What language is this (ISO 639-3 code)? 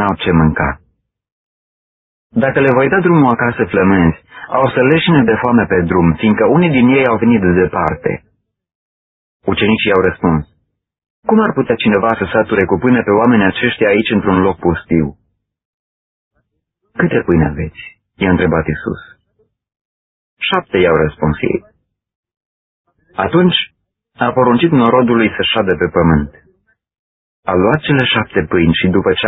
ron